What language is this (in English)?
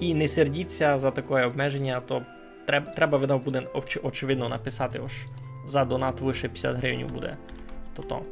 Rusyn